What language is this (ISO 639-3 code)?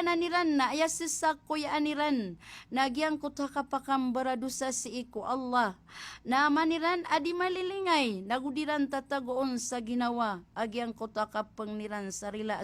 mrw